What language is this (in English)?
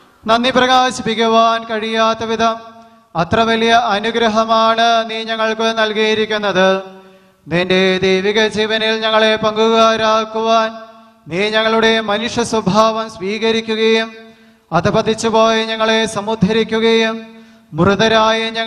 Malayalam